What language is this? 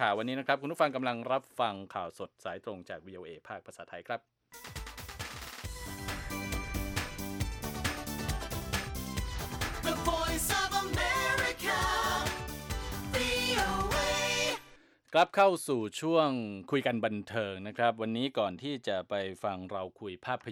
Thai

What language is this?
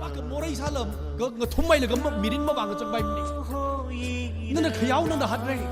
Tangkhul Naga (India)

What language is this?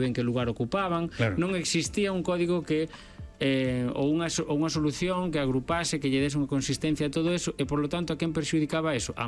Galician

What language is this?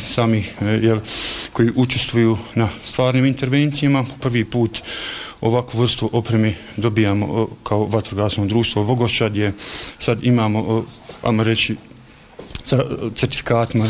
Bosnian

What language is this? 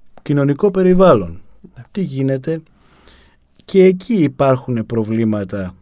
Greek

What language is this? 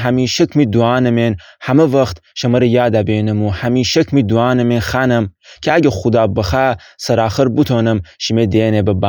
Gilaki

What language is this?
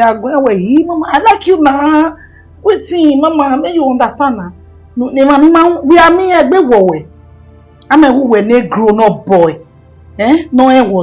Bini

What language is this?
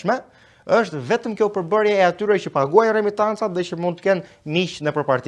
Albanian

